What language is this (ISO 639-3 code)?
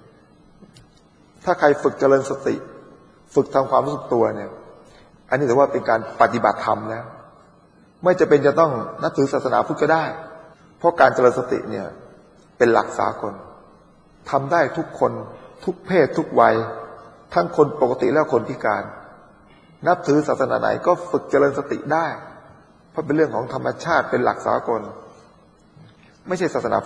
tha